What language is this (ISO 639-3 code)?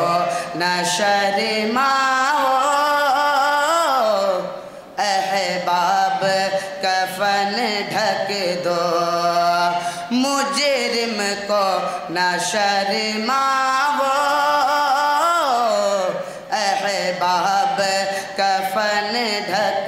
urd